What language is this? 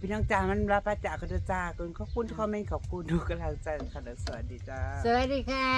Northeastern Thai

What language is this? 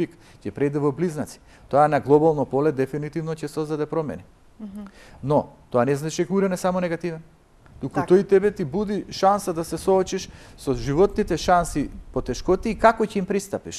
Macedonian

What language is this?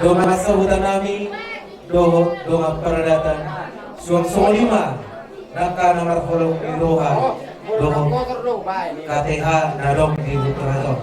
Batak Toba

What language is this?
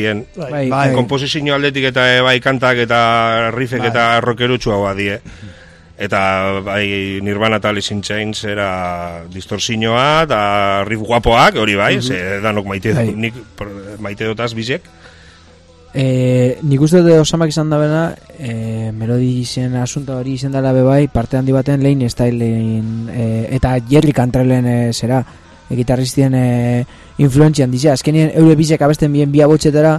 Basque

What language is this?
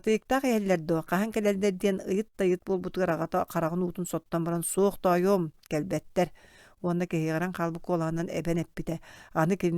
Yakut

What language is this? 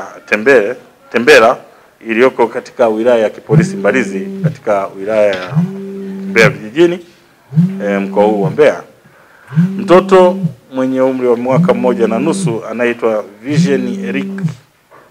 Swahili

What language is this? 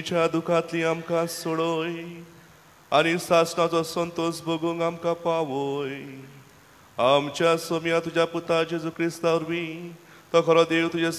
Konkani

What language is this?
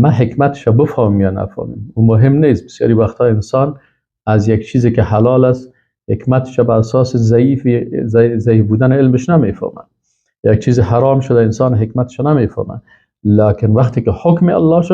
Persian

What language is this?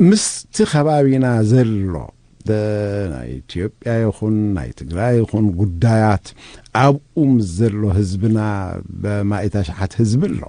Tigrinya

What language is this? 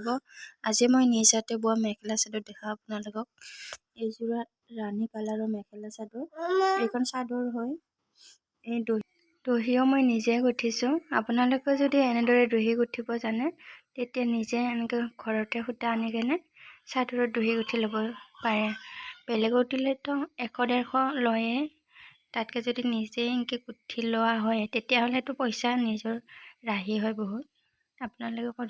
Assamese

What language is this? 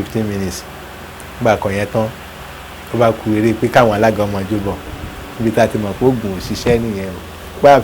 Yoruba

